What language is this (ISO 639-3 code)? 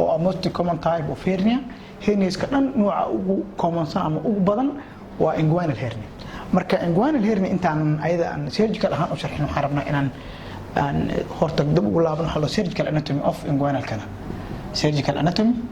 som